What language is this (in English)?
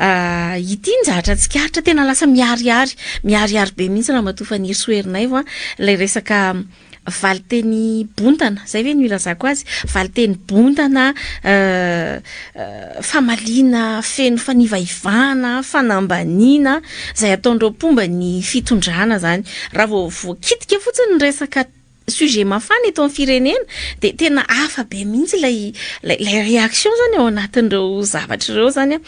Malagasy